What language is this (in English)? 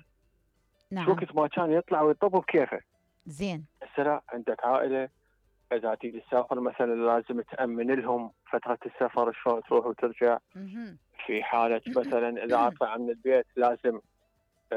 Mesopotamian Arabic